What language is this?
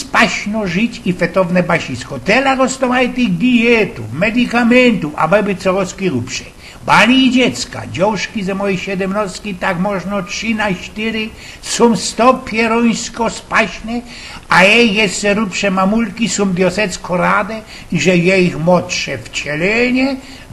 Silesian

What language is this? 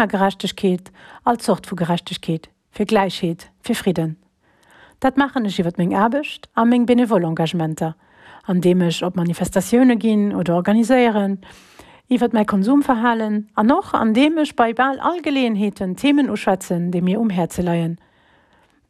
Luxembourgish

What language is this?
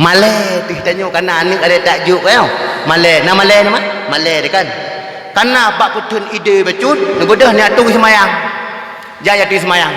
Achinese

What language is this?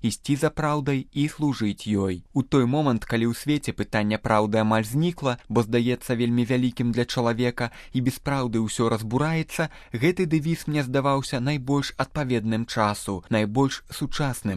Belarusian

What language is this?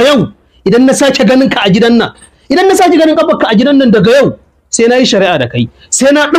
Hausa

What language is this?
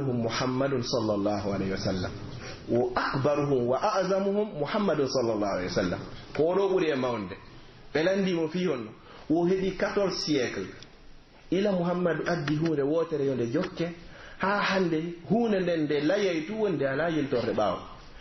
Pular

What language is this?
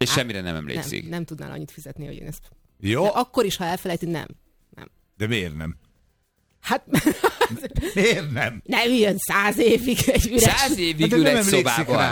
Hungarian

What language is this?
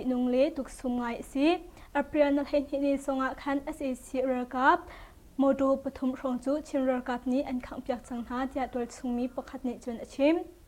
Hakha Chin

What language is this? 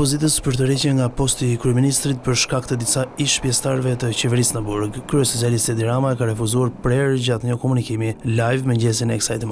Albanian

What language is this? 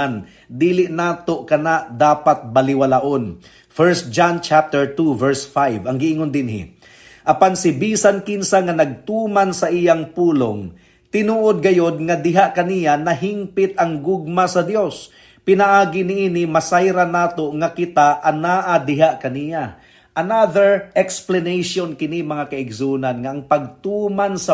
Cebuano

